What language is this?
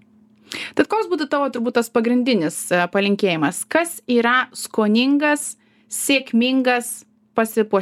Lithuanian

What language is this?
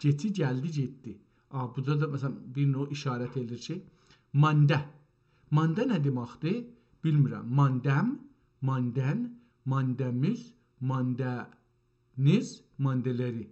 South Azerbaijani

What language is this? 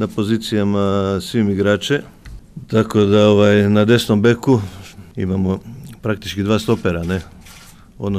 Croatian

